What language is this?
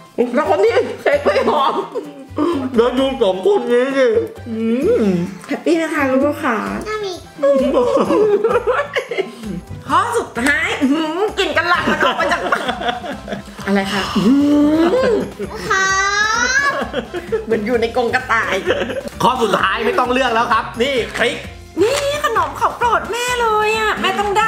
Thai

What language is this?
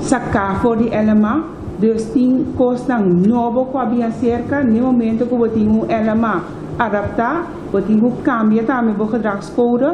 Papiamento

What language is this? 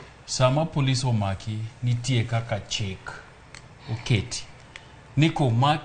Luo (Kenya and Tanzania)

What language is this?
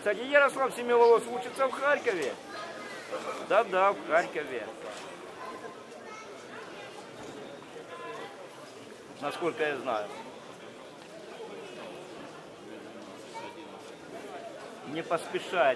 Russian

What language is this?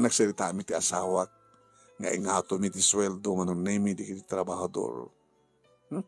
Iloko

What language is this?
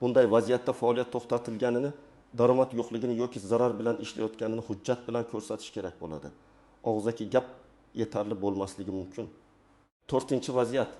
Uzbek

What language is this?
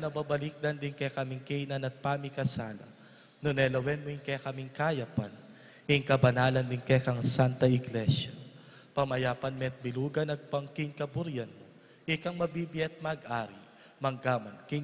Pampanga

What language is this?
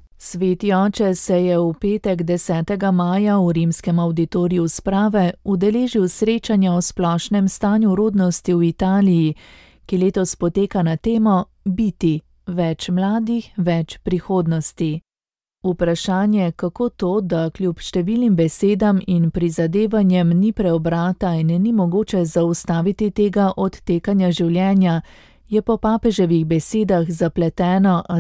Slovenian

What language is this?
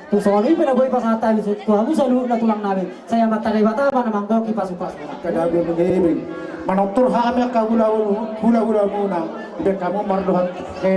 Batak Toba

